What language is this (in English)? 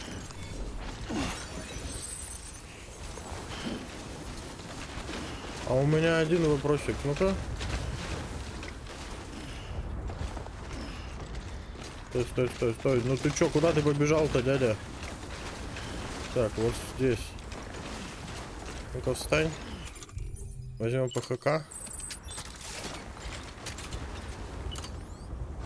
Russian